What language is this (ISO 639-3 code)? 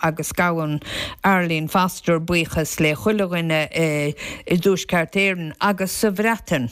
gle